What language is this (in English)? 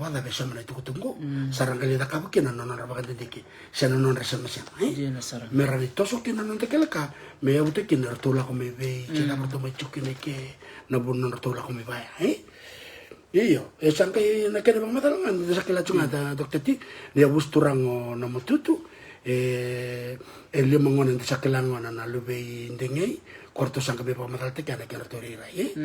Fijian